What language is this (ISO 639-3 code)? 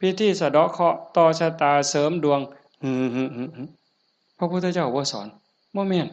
tts